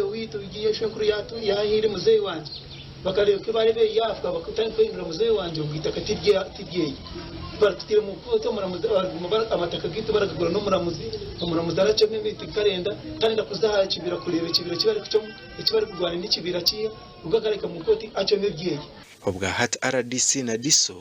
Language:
Nyankole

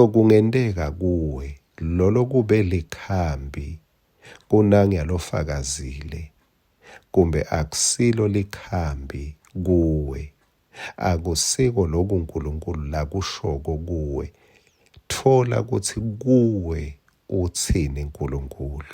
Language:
Swati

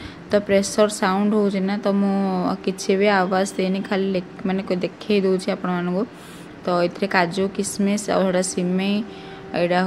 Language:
Odia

